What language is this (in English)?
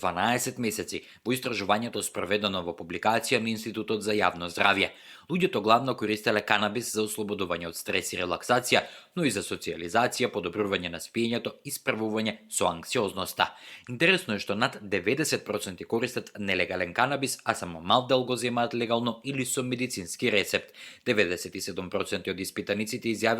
Macedonian